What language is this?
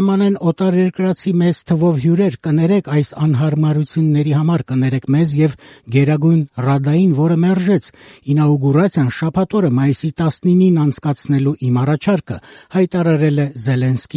Armenian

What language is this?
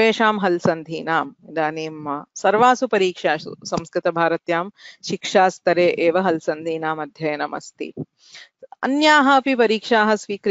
Sanskrit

